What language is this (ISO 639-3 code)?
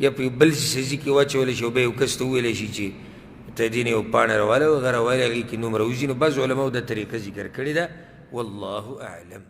pus